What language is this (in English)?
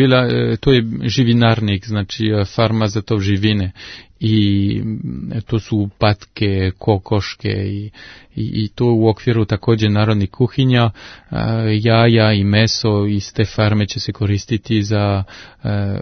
Serbian